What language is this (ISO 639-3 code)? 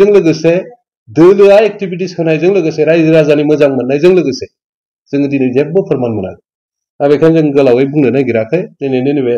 brx